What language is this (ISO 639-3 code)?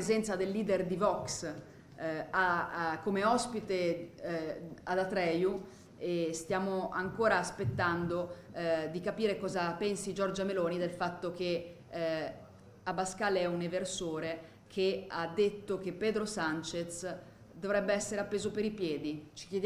ita